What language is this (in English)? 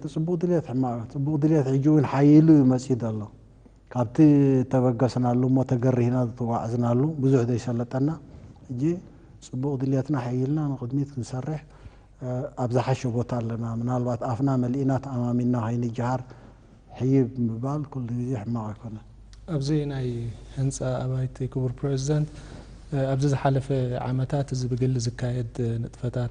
Tigrinya